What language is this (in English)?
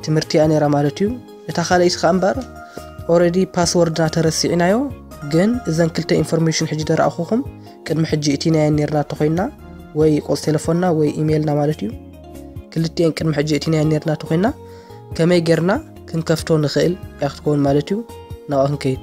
Tigrinya